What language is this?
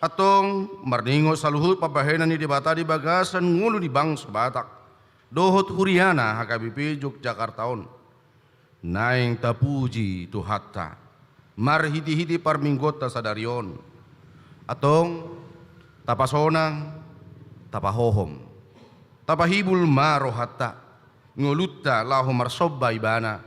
Batak Toba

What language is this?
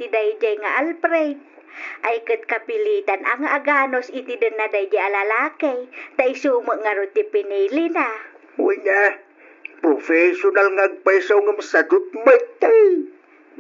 Iloko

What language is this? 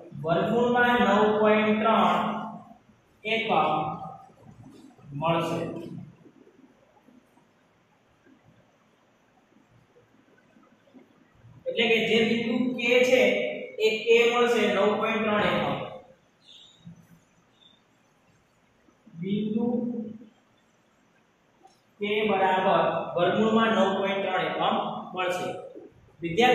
Gujarati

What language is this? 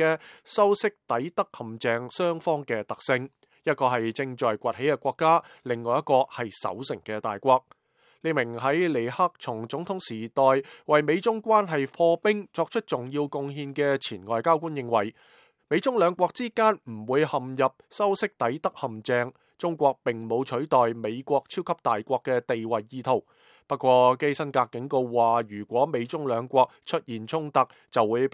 Cantonese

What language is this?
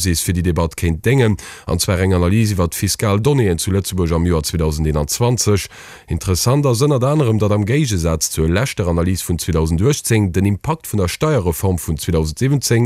Luxembourgish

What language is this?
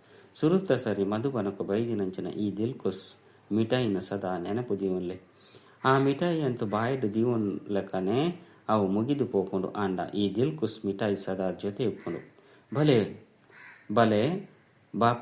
Tulu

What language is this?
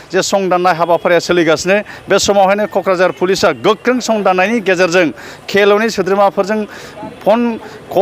Bodo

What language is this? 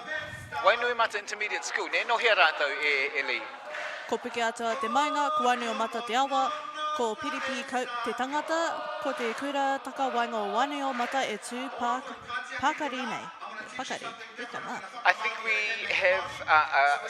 Māori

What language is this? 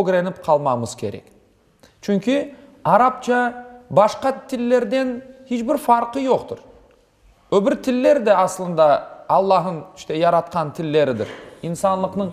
Crimean Tatar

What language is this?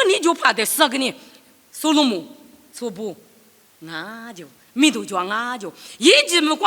Lisu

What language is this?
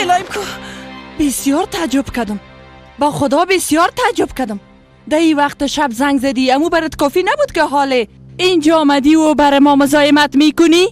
Persian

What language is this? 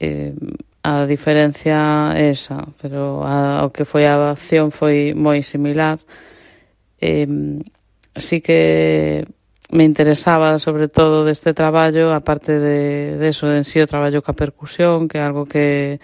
Galician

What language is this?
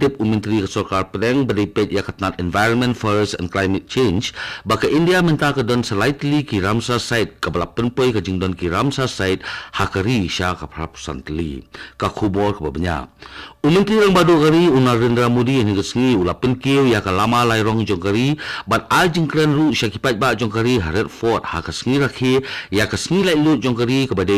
Khasi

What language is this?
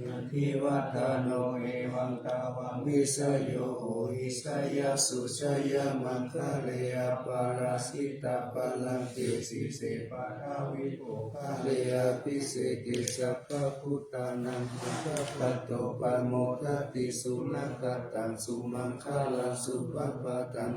Pali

